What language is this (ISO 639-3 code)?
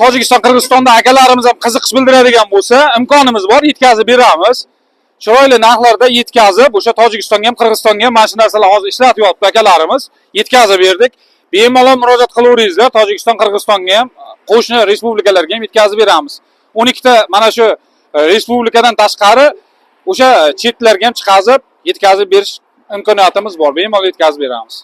uzb